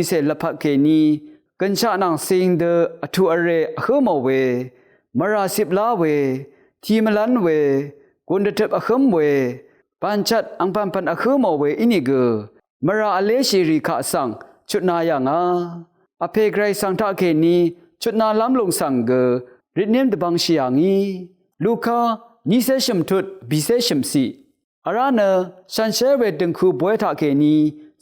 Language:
Rawang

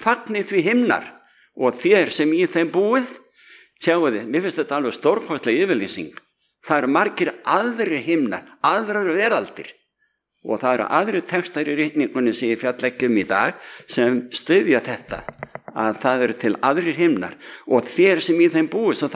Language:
Icelandic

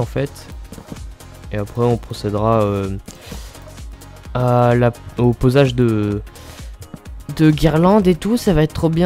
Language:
French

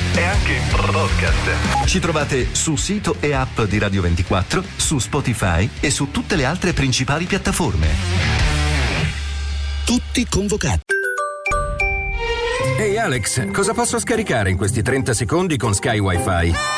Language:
Italian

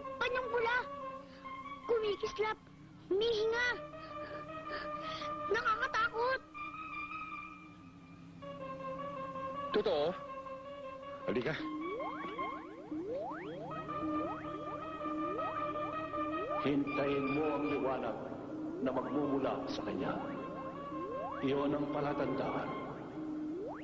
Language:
Filipino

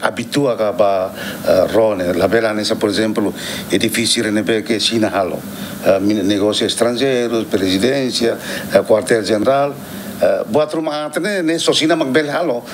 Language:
Tetum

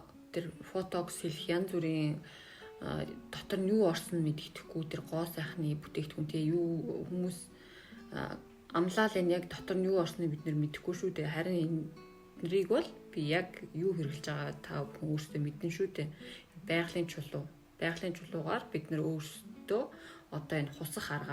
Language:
Mongolian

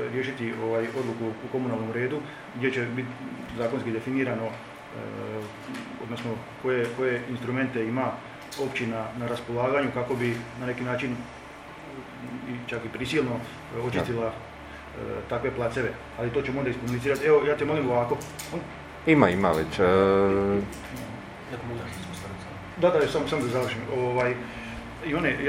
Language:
Croatian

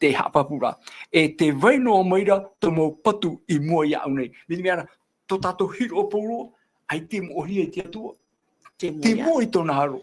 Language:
Tahitian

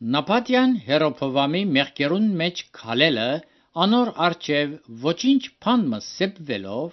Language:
Armenian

